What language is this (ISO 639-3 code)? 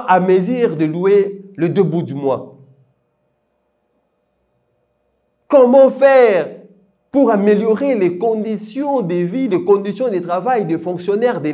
fra